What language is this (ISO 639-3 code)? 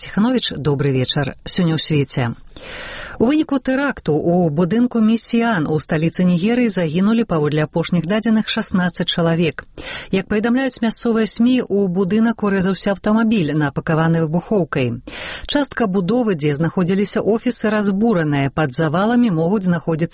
bel